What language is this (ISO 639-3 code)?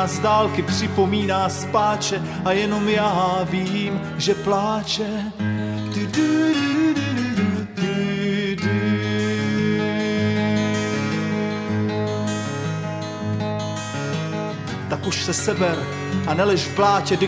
ces